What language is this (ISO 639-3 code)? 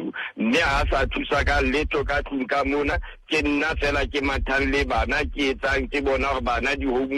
sot